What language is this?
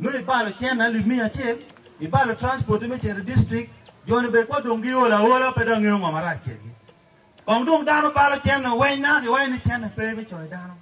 Acoli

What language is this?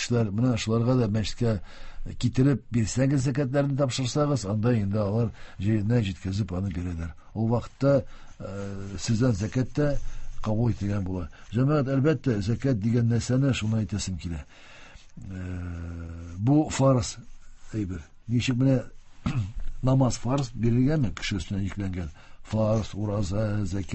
Tatar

